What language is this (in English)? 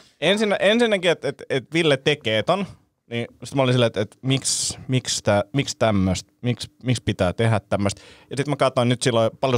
Finnish